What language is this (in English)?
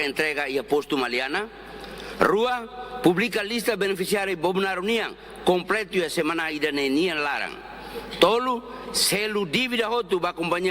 Tetum